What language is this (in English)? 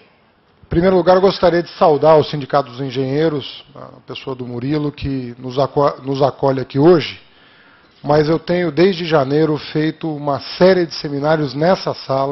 Portuguese